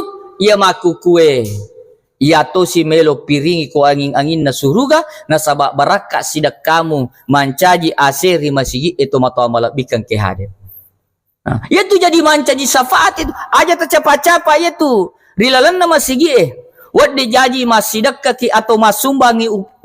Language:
Buginese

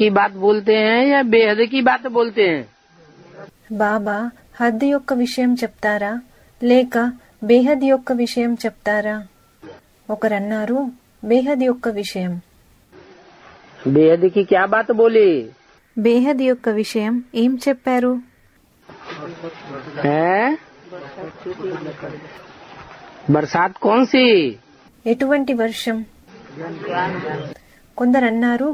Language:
Telugu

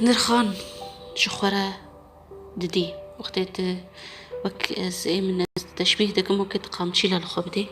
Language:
Kurdish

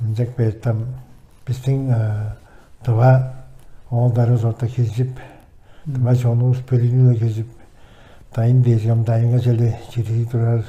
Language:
Tuvinian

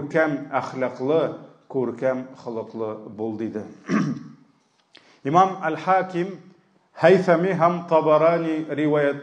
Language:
Tatar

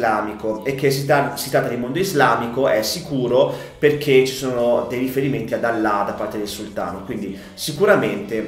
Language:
Italian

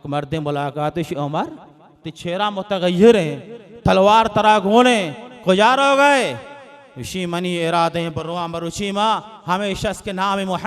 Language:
Baluchi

